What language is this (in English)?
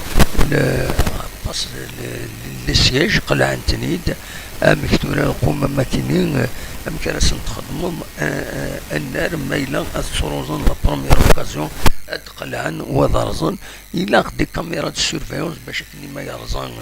Kabyle